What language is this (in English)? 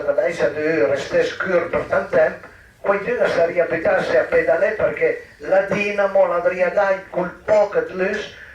Piedmontese